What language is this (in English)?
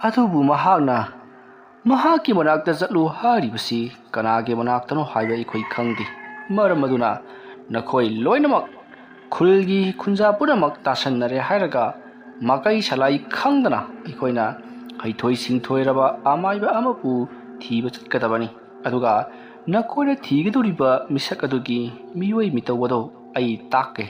Manipuri